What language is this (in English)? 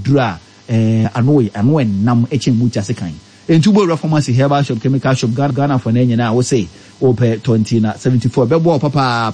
Akan